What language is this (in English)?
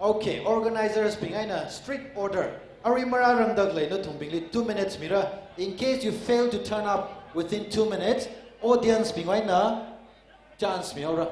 Tangkhul Naga (India)